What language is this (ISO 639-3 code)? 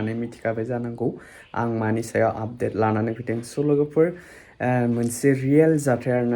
brx